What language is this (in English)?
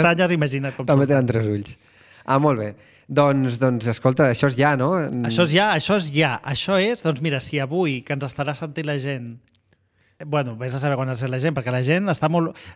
Catalan